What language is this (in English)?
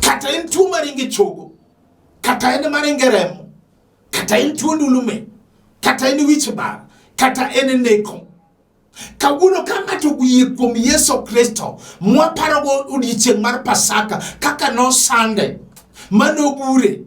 Luo (Kenya and Tanzania)